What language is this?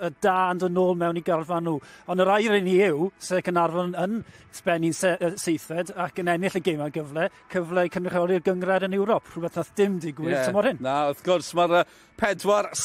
Welsh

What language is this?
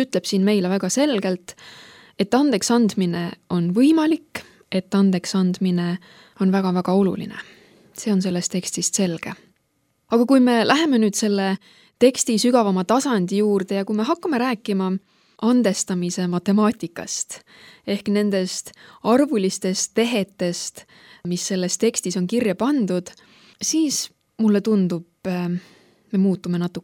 Estonian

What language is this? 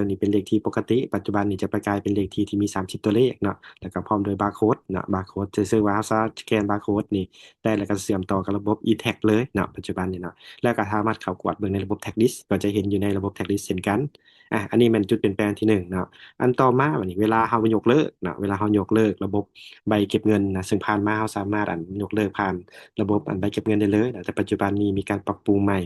Lao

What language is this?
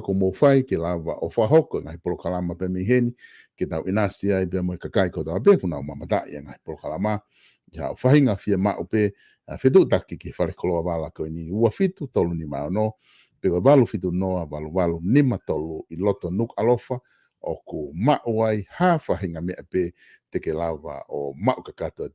Tongan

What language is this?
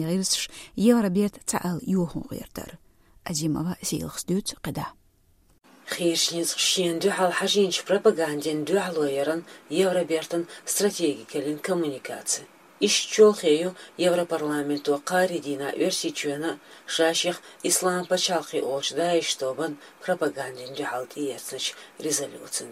Chechen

